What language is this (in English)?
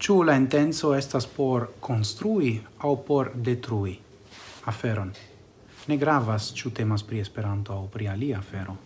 Esperanto